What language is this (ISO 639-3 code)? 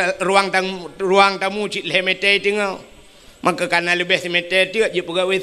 ace